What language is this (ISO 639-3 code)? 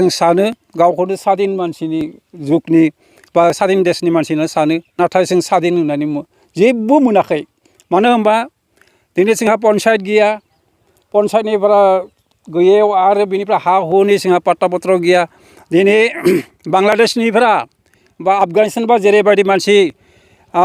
brx